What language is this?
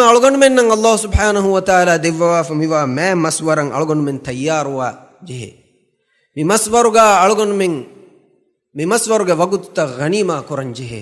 Divehi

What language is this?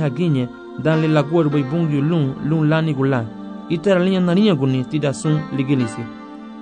Garifuna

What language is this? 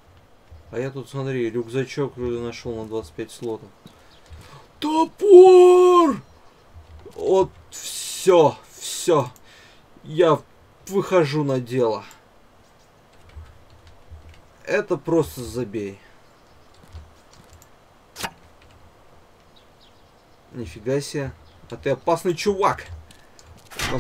Russian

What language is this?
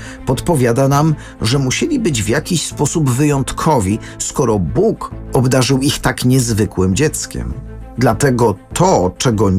Polish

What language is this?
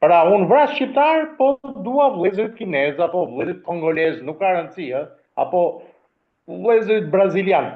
Albanian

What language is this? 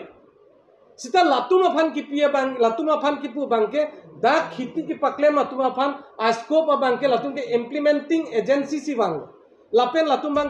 Karbi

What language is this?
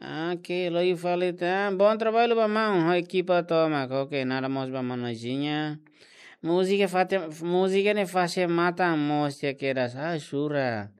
Tetum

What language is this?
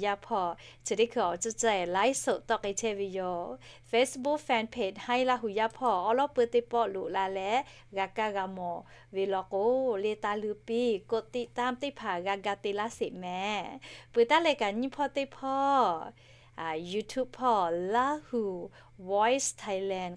Lahu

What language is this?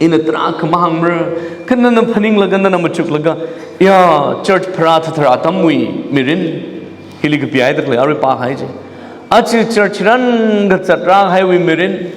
Tangkhul Naga (India)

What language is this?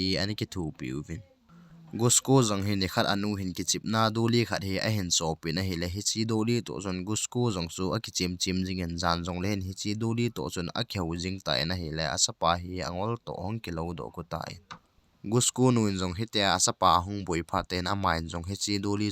Thado Chin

